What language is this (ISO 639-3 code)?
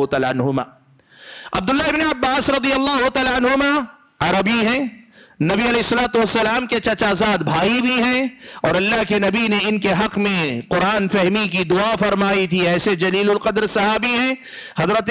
urd